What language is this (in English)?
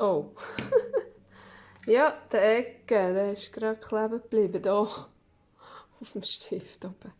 Swiss German